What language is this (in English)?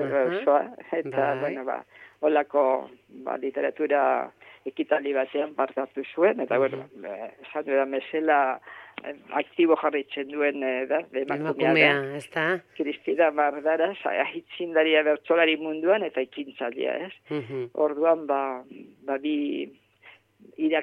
Basque